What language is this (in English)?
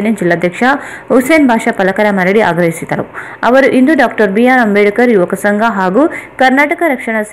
Kannada